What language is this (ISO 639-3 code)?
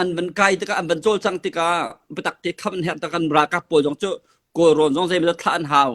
cnh